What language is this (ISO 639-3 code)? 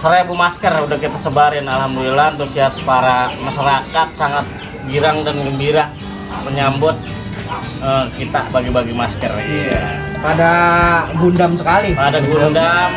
bew